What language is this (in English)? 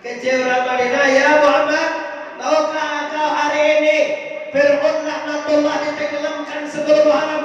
Minangkabau